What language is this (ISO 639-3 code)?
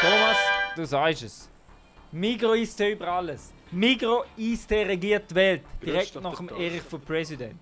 gsw